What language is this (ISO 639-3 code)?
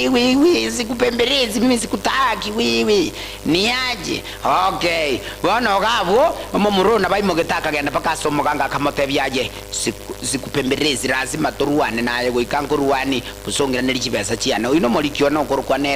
guz